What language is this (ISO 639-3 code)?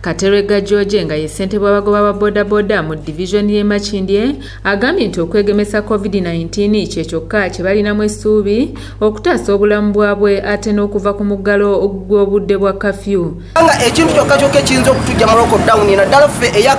lug